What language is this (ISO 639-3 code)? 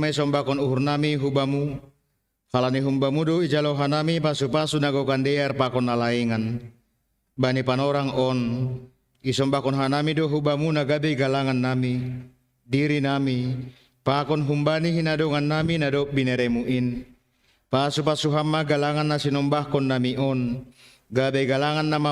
bts